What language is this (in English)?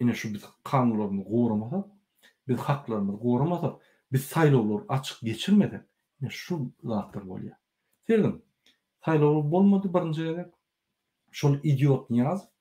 Turkmen